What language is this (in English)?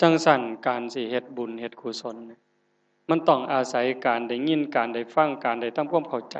Northeastern Thai